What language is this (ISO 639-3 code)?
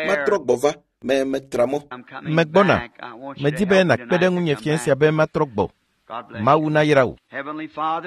ewe